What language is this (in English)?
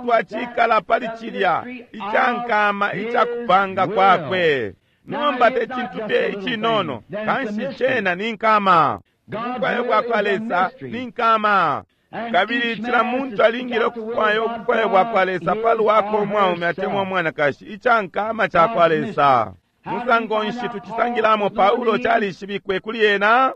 Bemba